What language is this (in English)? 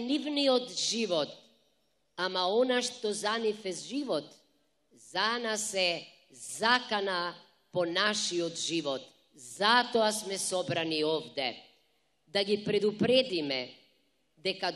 Macedonian